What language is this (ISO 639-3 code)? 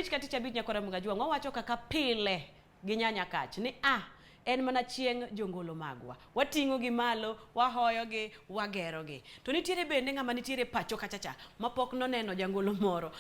luo